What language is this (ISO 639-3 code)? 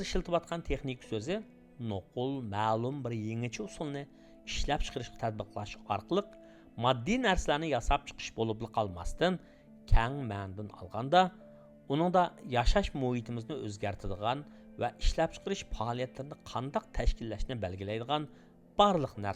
uig